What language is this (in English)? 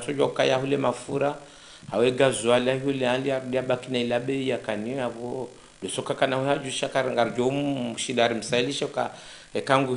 Ngazidja Comorian